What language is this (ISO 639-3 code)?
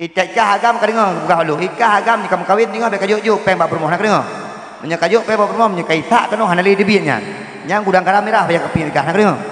ace